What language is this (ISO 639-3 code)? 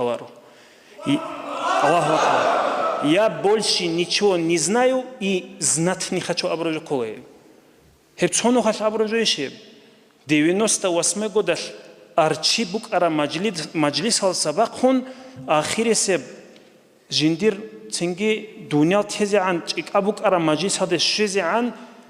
ava